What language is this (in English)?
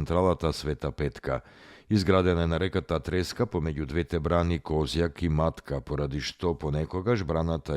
Macedonian